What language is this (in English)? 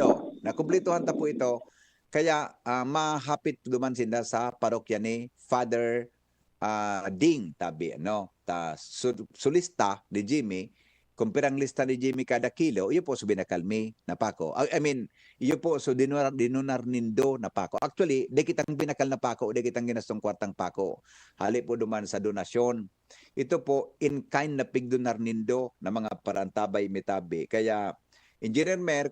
Bikol